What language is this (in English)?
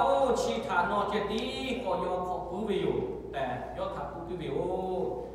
Lahu